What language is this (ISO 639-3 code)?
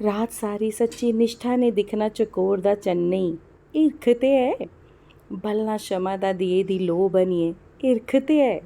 doi